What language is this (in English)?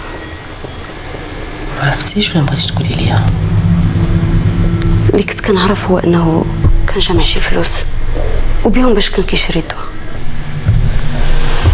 Moroccan Arabic